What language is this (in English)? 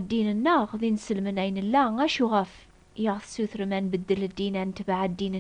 Kabyle